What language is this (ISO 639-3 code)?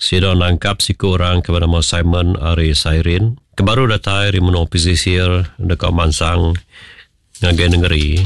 iba